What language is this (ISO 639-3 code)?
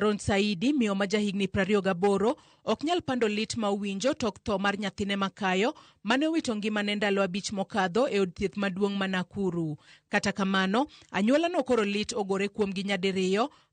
luo